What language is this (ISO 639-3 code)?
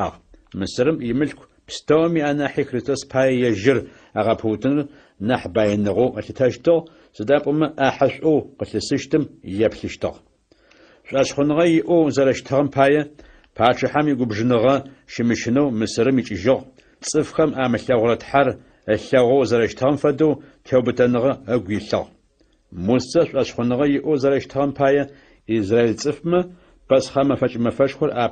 ady